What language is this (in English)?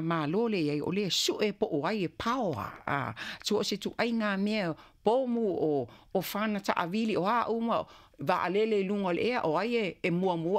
Samoan